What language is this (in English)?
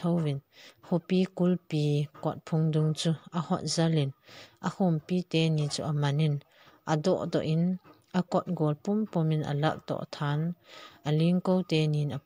Thado Chin